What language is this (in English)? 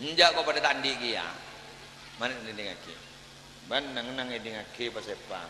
Madurese